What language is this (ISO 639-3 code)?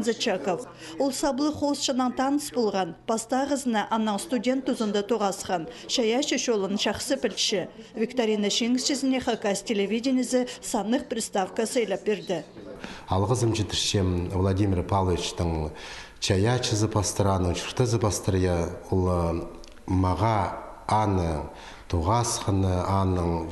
kjh